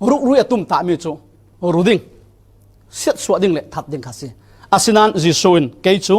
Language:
Falam Chin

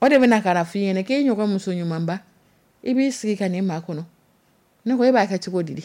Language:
Dyula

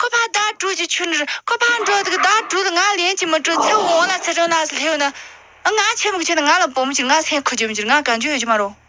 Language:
Tibetan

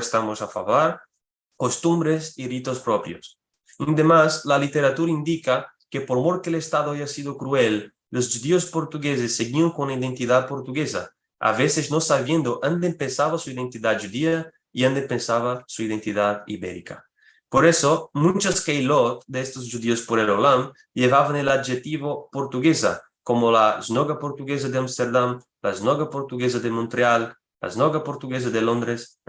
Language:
Ladino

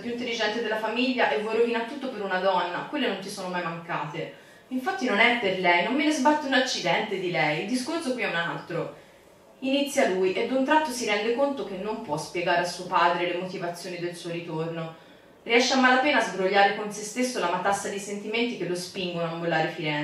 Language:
Italian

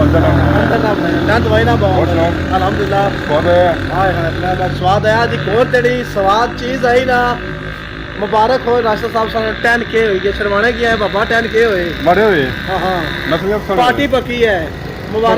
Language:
Pahari-Potwari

